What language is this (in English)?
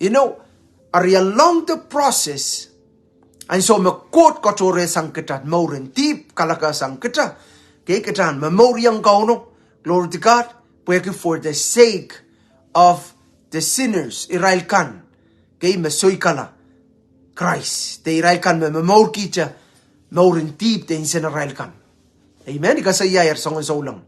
Pohnpeian